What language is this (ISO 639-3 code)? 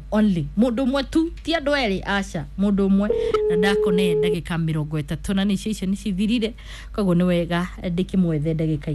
kik